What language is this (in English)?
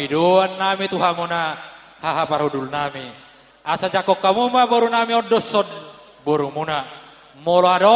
Batak Toba